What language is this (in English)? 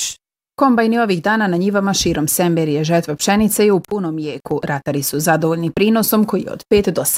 Bosnian